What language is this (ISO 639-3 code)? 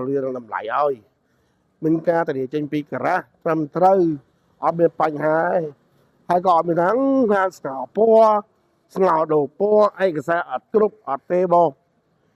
khm